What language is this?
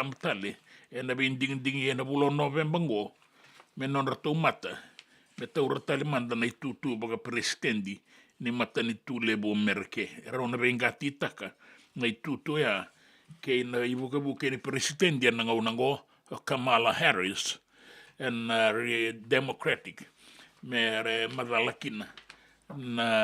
Fijian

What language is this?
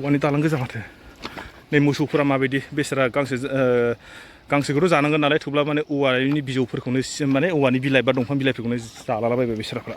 Bodo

